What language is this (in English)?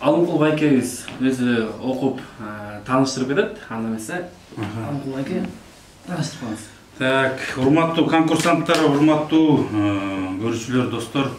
Kyrgyz